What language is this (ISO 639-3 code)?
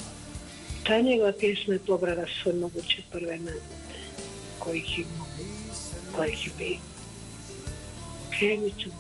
bos